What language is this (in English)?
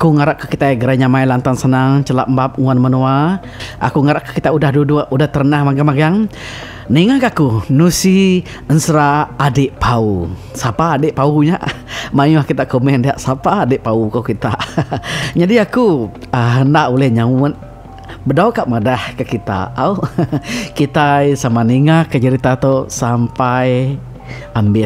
Iban